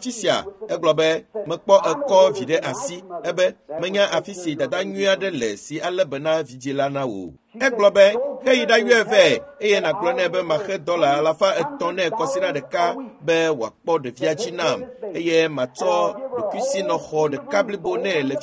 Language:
Ewe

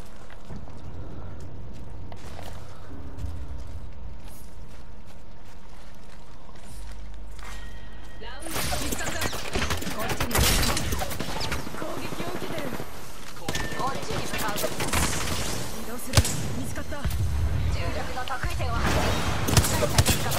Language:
Japanese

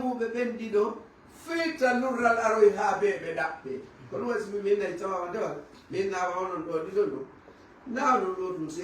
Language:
Fula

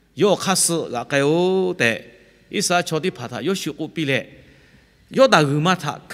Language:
Lahu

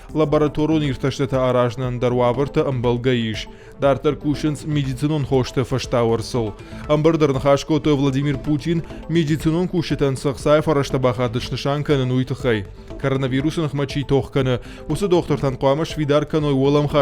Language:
Ossetic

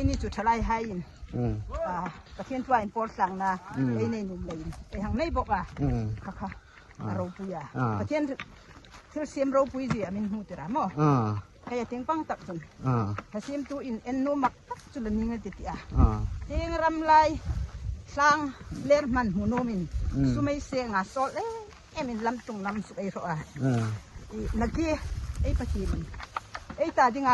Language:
Hmar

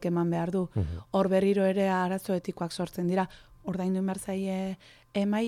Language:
Basque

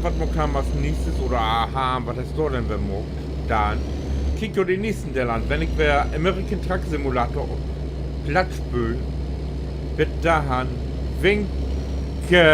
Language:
Low German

